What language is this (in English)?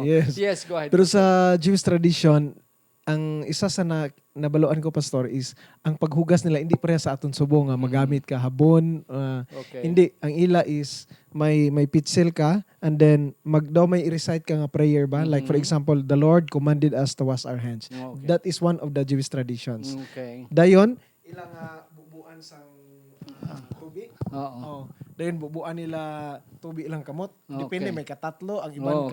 Hiligaynon